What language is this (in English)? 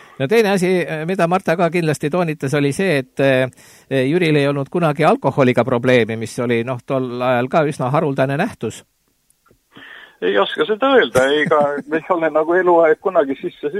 Estonian